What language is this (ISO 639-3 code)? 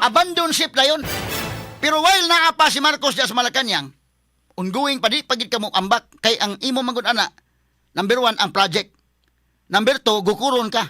ceb